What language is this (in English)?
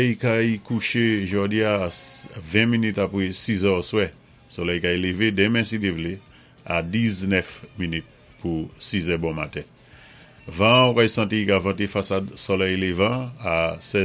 Saint Lucian Creole French